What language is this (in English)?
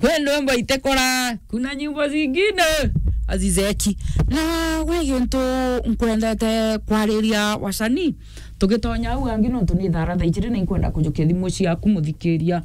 Meru